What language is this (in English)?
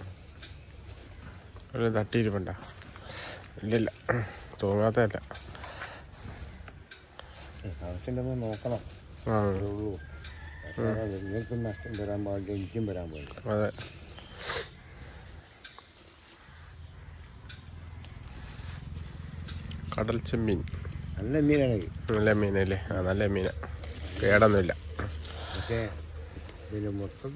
Malayalam